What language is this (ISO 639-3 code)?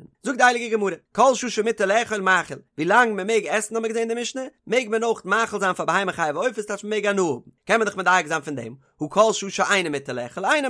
yid